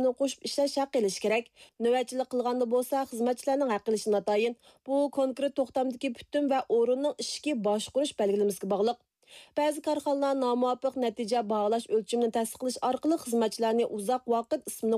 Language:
Uyghur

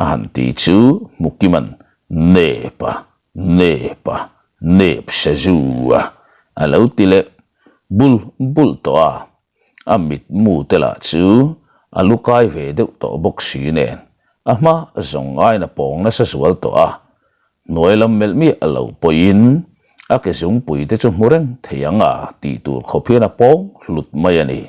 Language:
Mizo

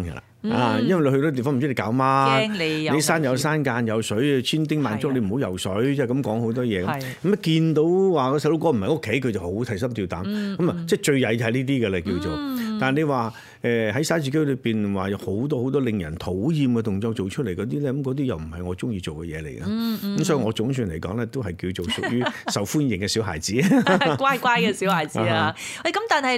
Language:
Cantonese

